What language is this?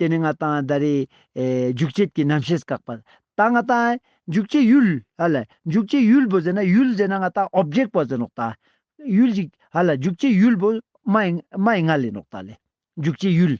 Ladakhi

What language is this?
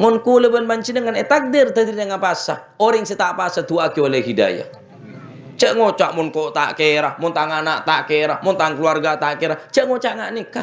Madurese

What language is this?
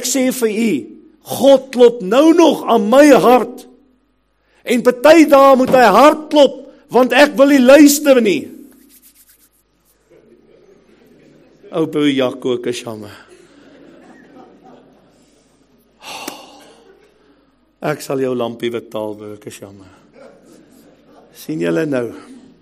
Afrikaans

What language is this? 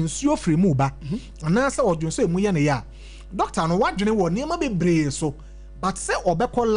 Akan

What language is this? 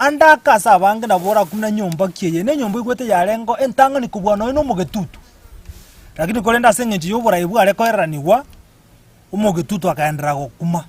Gusii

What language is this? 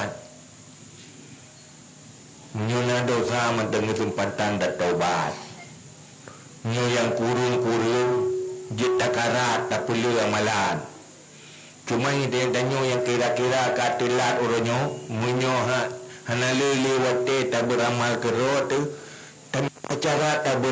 Malay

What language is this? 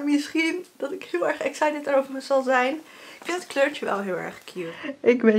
Dutch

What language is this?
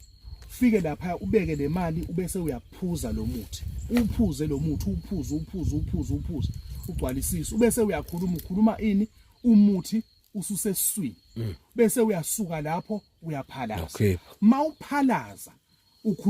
Zulu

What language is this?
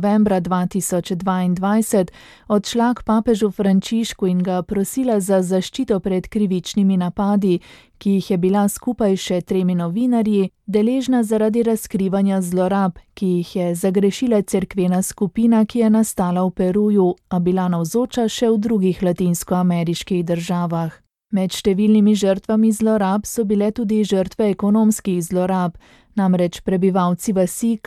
Slovenian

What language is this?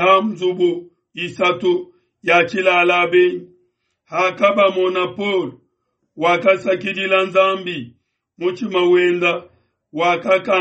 Luba-Lulua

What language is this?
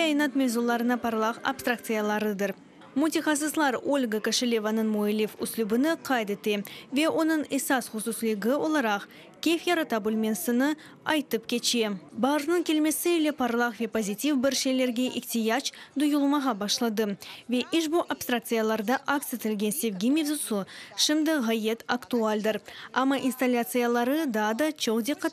Crimean Tatar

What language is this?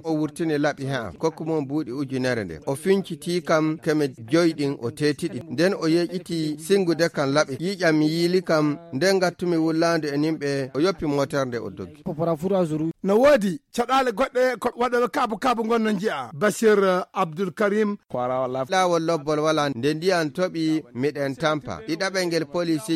Fula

